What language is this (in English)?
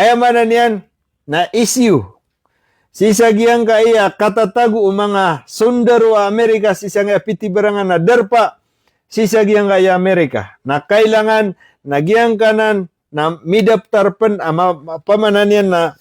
Maranao